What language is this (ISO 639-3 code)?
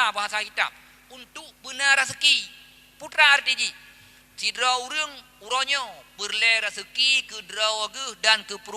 ace